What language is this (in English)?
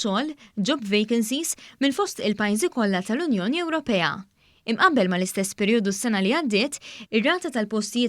Maltese